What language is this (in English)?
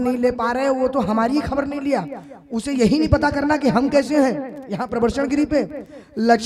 Hindi